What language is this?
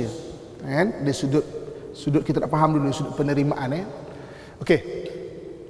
Malay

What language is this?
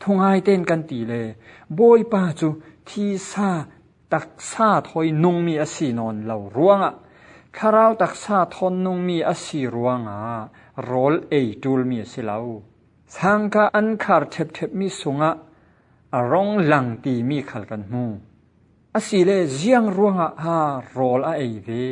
Falam Chin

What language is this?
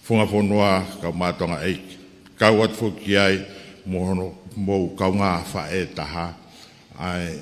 Tongan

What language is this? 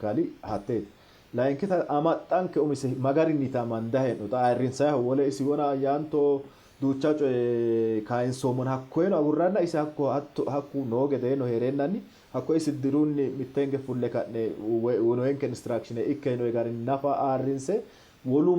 Sidamo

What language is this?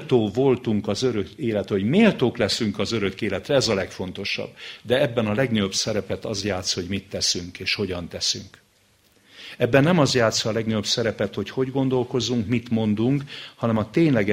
Hungarian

